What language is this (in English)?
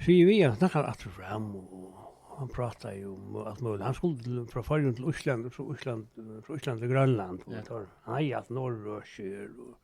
Faroese